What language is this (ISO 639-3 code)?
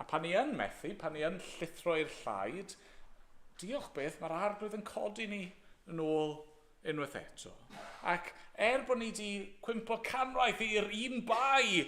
cym